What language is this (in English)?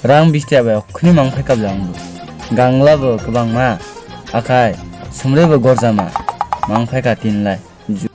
Kok Borok